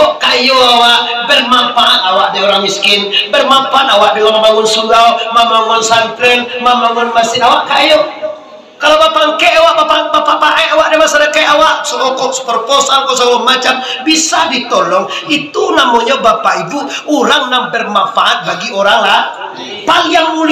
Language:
Minangkabau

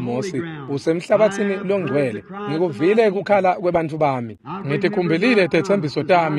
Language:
Swati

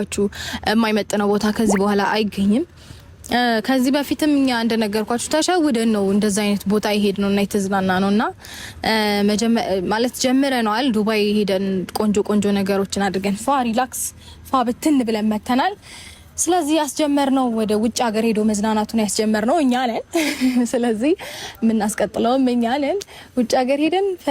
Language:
Amharic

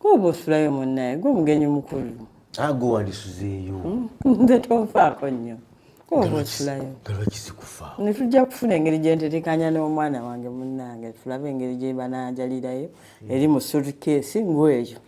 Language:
Ganda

